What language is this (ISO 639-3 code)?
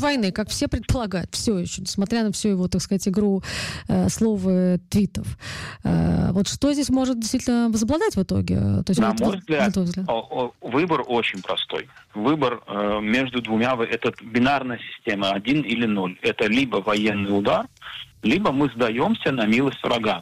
rus